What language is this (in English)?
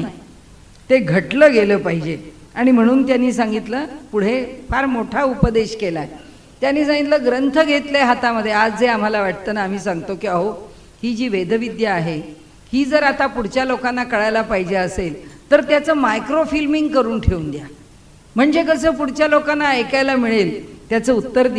Marathi